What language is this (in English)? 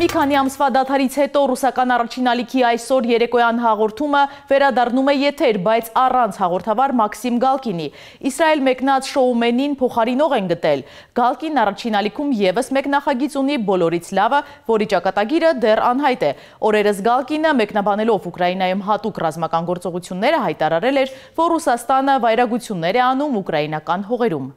Armenian